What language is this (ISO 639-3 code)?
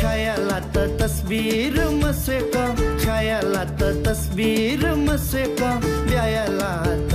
new